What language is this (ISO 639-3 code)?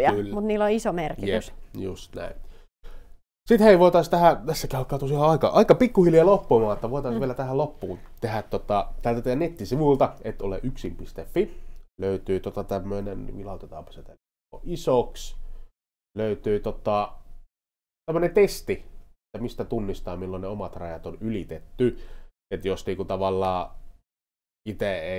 fin